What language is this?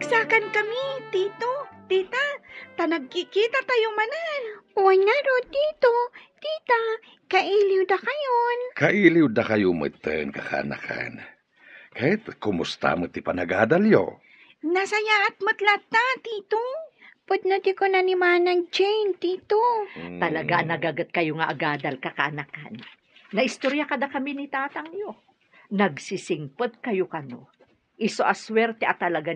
Iloko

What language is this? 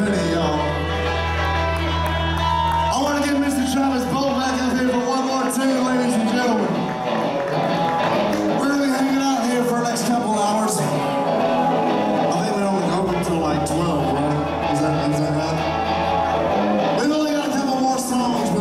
English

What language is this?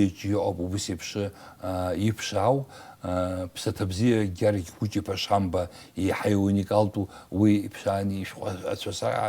Abkhazian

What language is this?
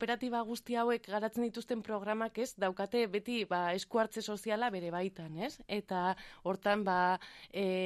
Basque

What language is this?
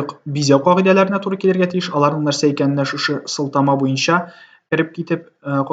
Tatar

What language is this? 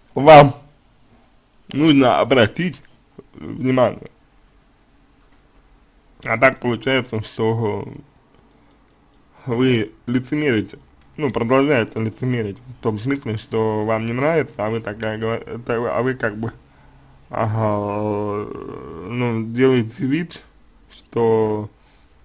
Russian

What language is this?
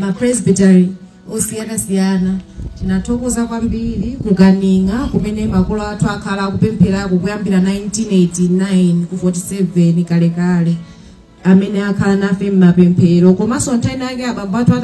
Nyanja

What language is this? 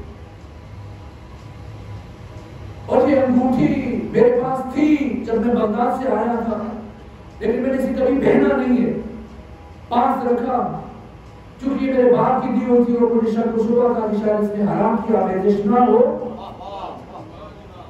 Urdu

